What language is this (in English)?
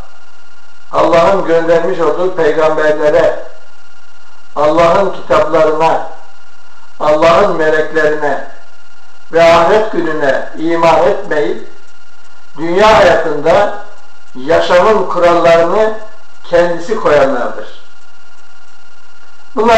Turkish